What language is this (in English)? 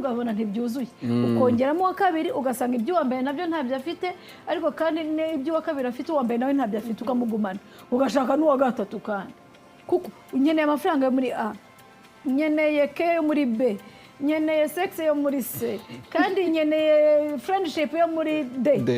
Kinyarwanda